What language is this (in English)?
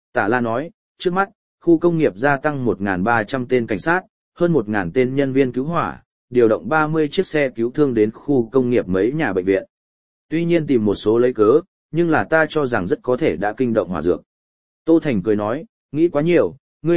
Vietnamese